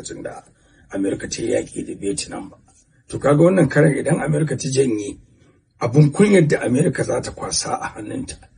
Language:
Hausa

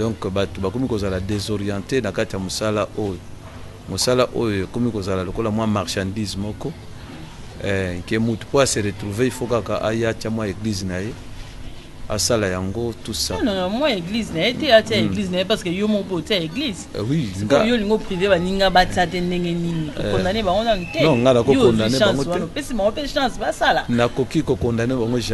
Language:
Lingala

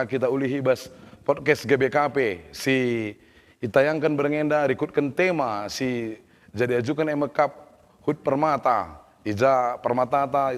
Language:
Batak Karo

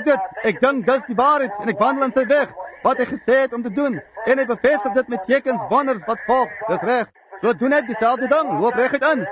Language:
Afrikaans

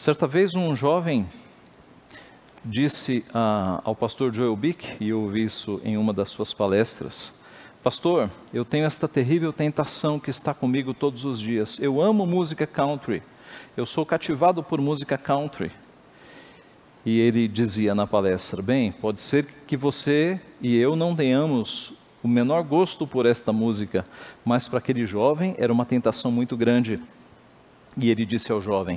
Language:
Portuguese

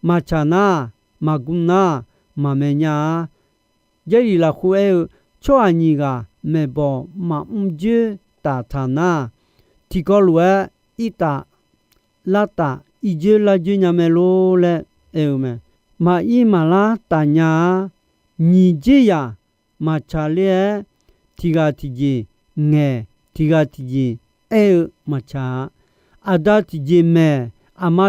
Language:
Akha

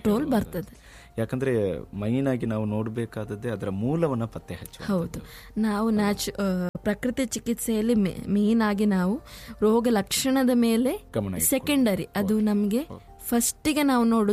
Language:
Kannada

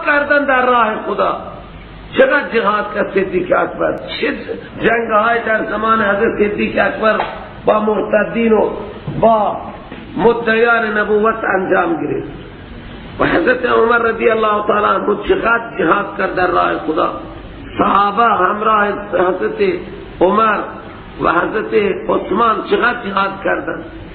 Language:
Persian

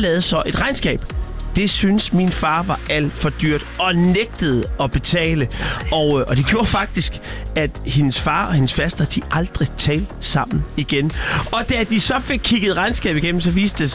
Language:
Danish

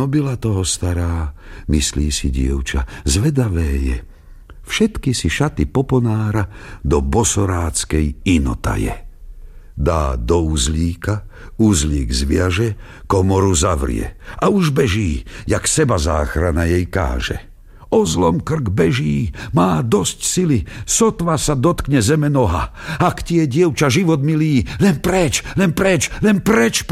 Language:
Slovak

